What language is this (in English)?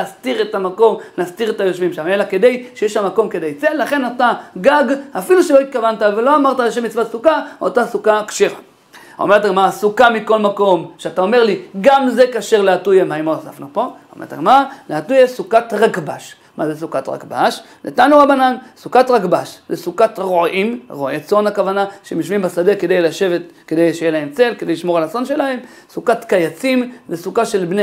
Hebrew